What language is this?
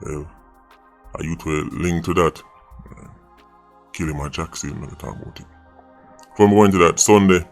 Jamaican Creole English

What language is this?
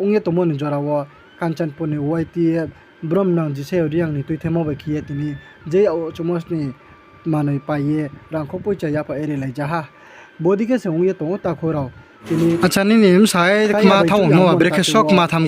Riang (India)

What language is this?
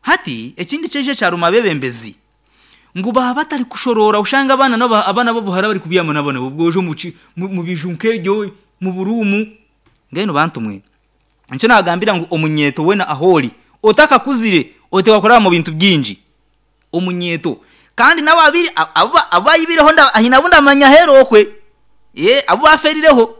Nyankole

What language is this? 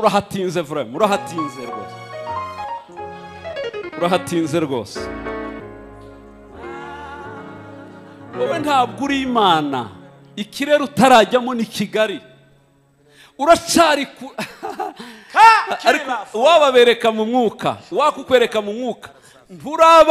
Kinyarwanda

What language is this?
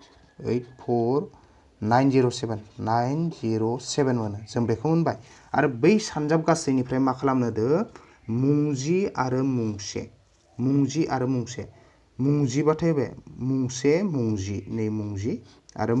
Bodo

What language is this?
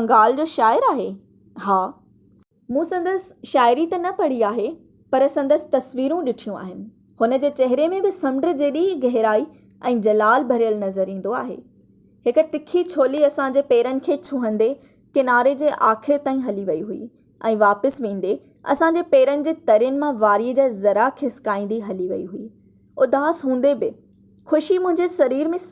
Sindhi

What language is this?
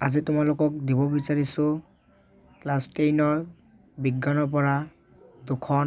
Assamese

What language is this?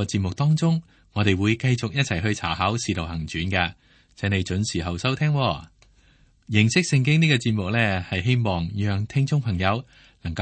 Cantonese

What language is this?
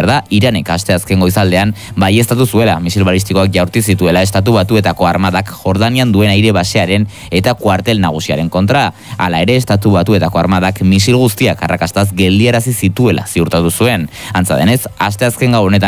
Basque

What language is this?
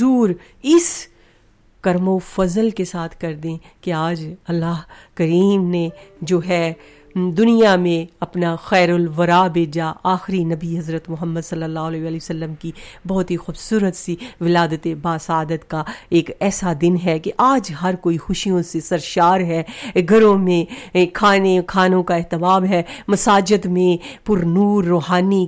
Urdu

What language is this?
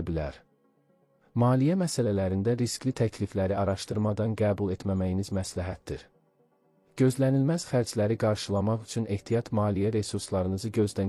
Azerbaijani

